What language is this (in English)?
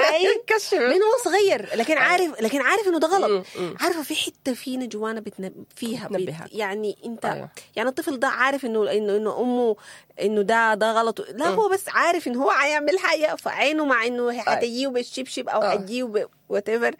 Sudanese Arabic